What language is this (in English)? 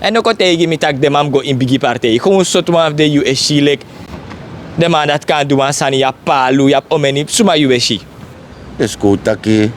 Sranan Tongo